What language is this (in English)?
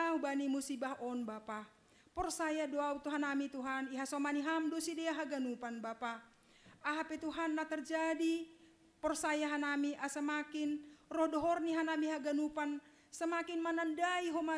Batak Simalungun